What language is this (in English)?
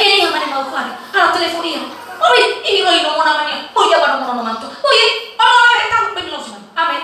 Nias